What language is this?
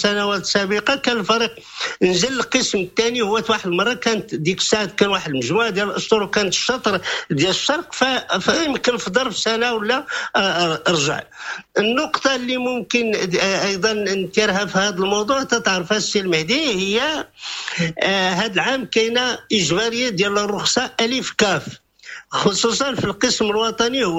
Moroccan Arabic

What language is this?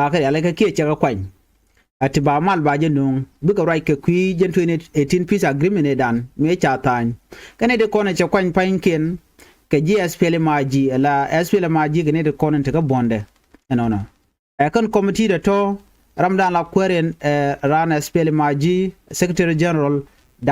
Nuer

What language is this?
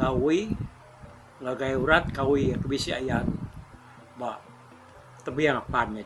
Iban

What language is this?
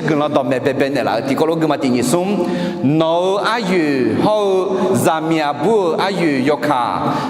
Akha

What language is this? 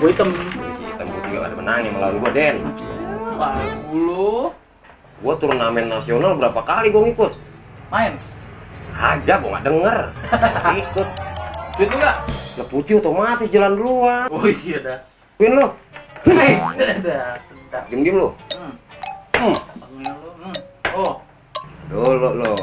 Betawi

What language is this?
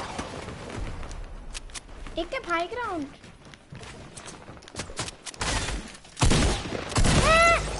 Dutch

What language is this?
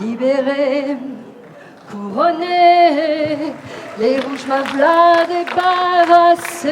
Picard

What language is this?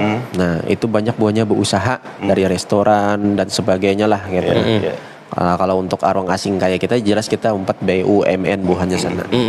Banjar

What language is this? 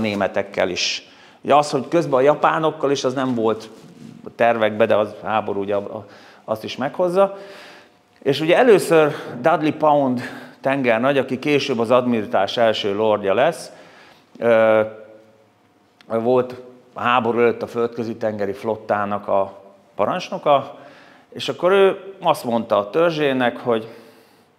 Hungarian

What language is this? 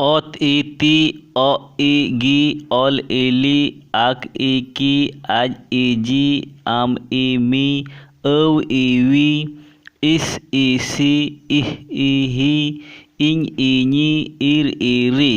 Santali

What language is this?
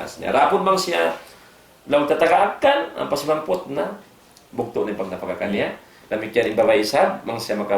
Tausug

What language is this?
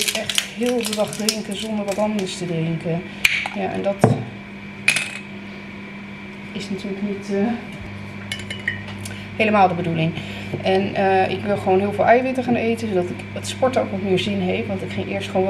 Dutch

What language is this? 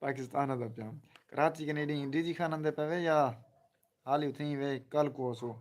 Saraiki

